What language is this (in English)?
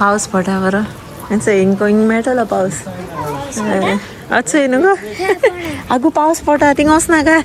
Konkani